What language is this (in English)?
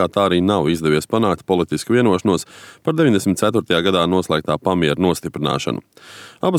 Latvian